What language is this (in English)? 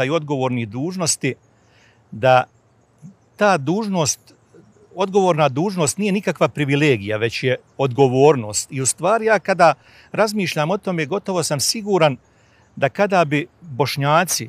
Bosnian